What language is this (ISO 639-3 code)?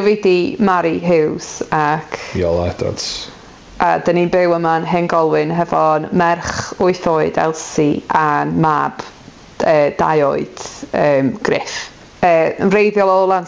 cym